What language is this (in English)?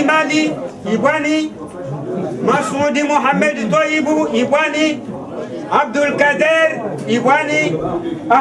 Swahili